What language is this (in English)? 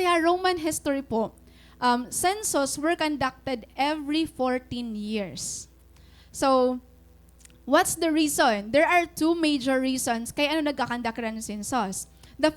Waray